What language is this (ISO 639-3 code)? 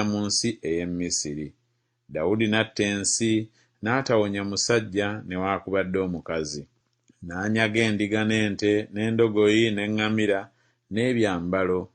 lug